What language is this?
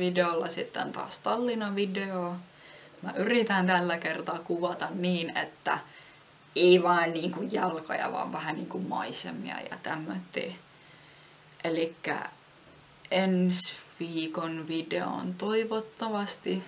Finnish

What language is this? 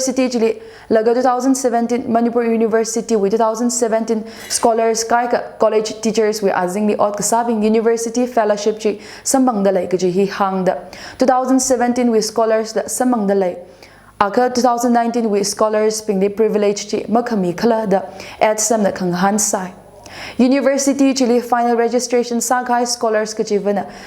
Tangkhul Naga (India)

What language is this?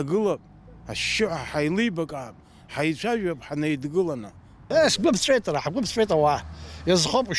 Abkhazian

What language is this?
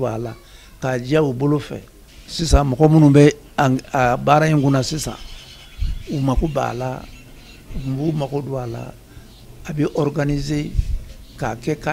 Bambara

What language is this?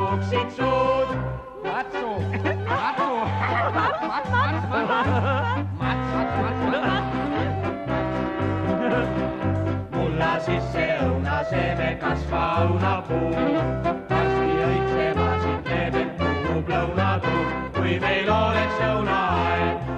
Estonian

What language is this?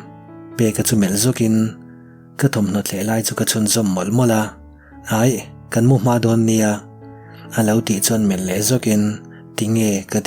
Mizo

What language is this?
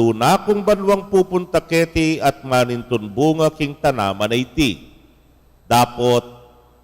Pampanga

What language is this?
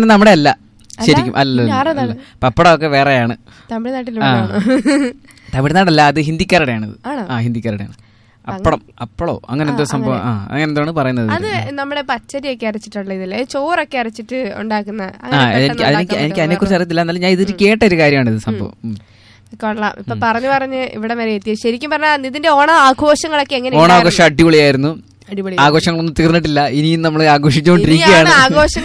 Malayalam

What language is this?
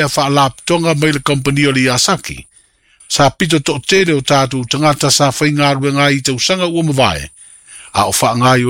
Samoan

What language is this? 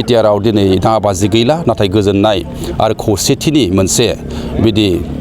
Bodo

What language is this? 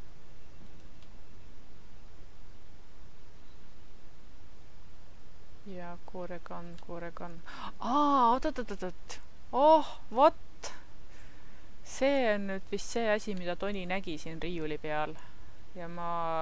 Estonian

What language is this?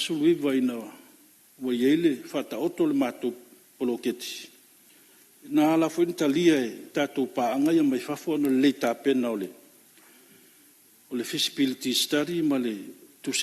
Samoan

